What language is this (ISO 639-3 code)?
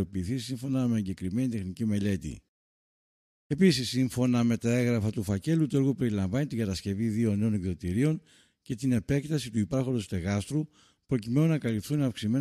ell